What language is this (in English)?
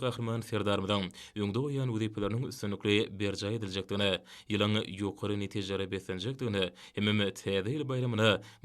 Turkmen